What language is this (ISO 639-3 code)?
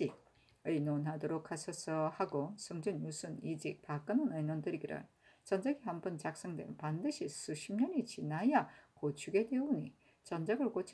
kor